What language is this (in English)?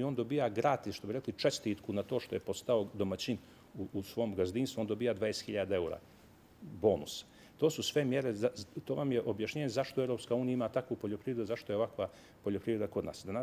Serbian